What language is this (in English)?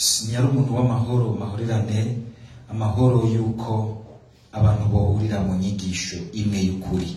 Rundi